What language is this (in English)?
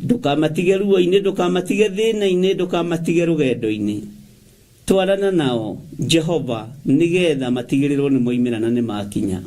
Kikuyu